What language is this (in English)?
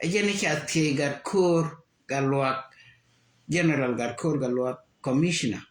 Nuer